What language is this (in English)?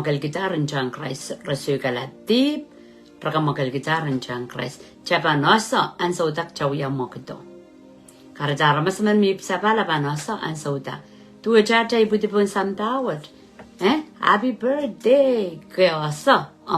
Pohnpeian